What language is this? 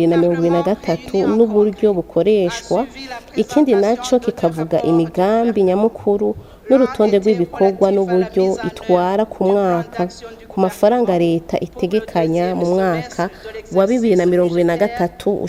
Rundi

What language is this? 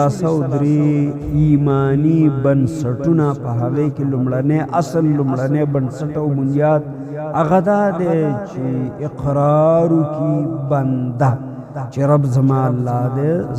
Pashto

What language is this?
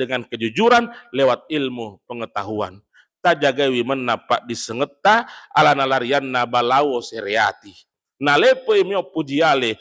Buginese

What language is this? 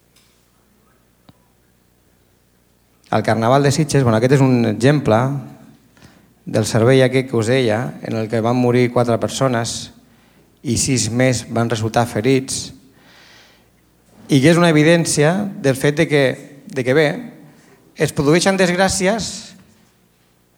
Catalan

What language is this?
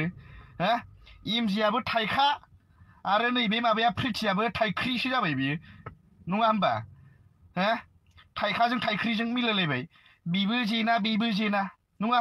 Bodo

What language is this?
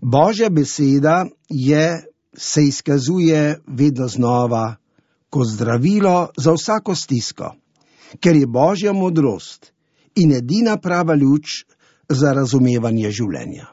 Slovenian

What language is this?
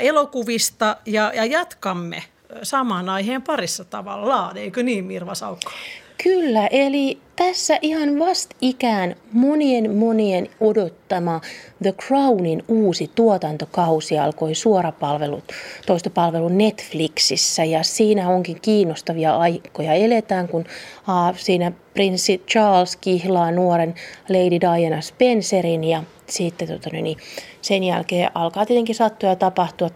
Finnish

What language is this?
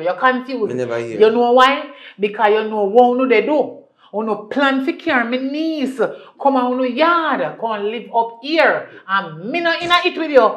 Jamaican Creole English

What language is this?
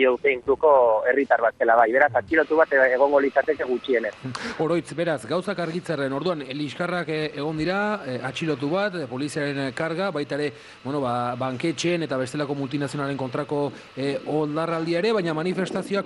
Basque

